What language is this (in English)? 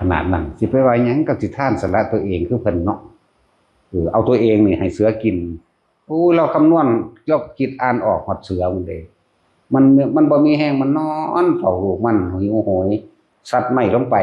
Northeastern Thai